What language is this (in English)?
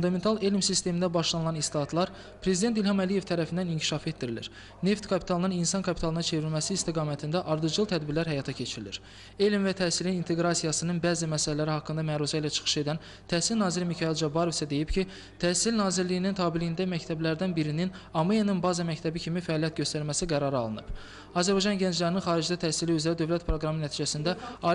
Azerbaijani